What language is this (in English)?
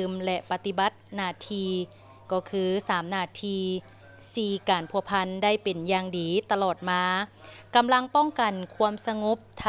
Lao